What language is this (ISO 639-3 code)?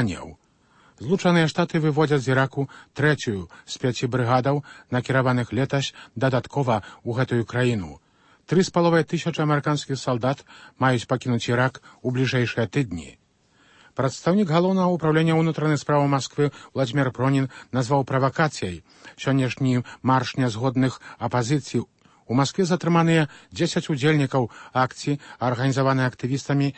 bel